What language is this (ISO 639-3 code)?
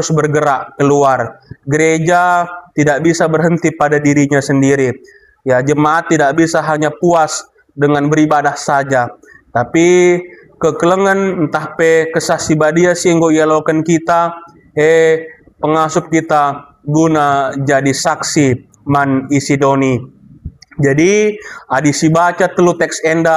btx